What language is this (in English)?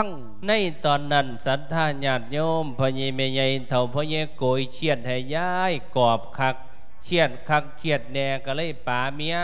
Lao